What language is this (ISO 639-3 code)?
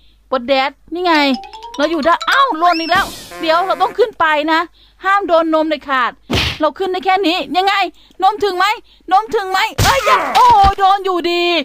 tha